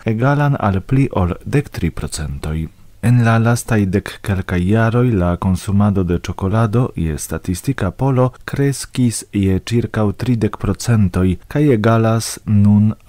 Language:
Esperanto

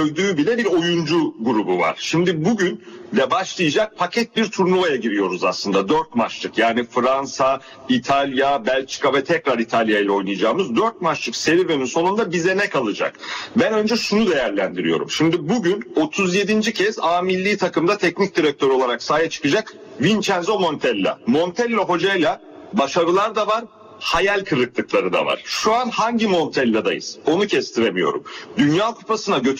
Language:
Turkish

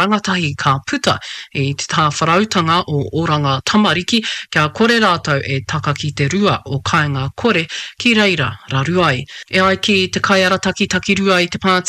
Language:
Māori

